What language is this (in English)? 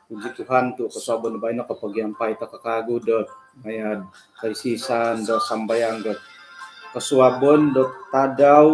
Central Dusun